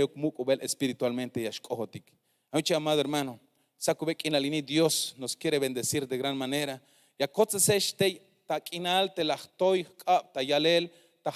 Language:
Tzeltal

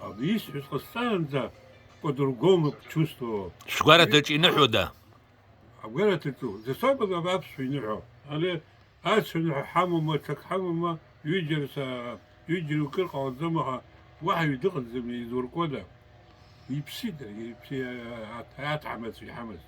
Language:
Abkhazian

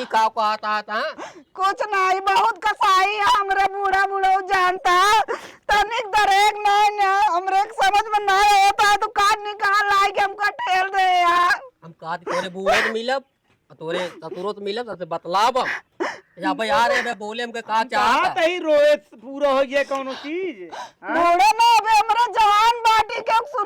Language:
Awadhi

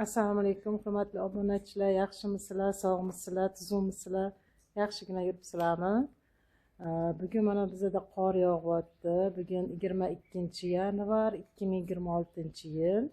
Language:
Uzbek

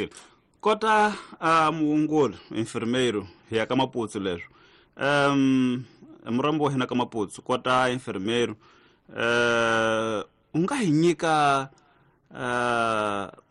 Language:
Tsonga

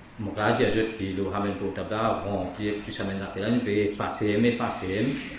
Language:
Morisyen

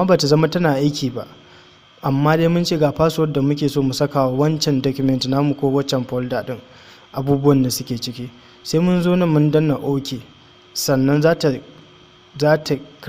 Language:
Hausa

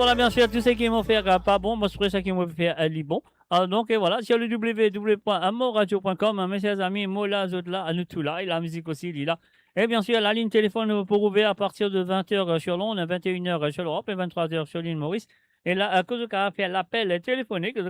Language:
Morisyen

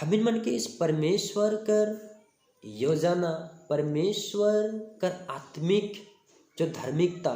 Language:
Sadri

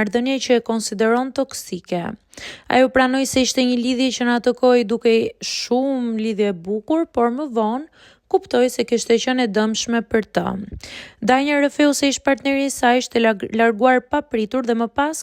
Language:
Albanian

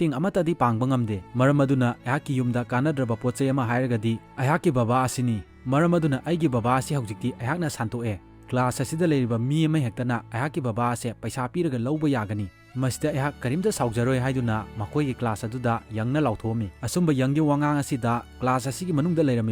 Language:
Manipuri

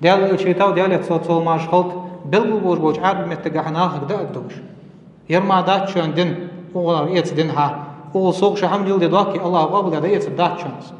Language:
Ingush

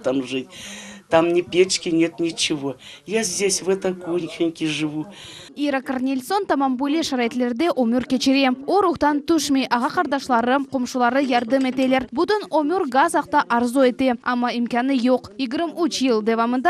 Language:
Crimean Tatar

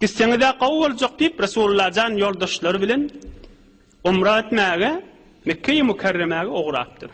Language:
Turkmen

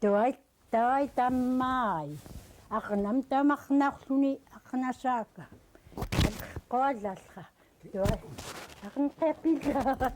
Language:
Central Yupik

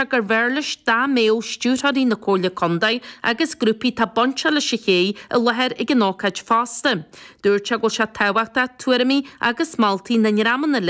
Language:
Irish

